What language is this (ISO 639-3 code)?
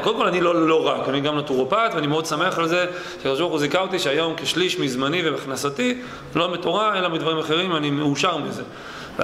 heb